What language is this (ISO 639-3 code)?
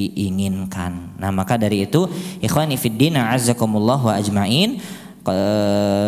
ind